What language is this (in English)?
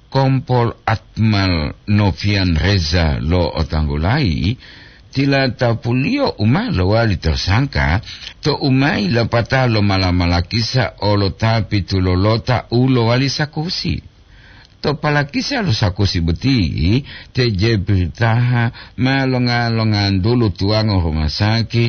Gorontalo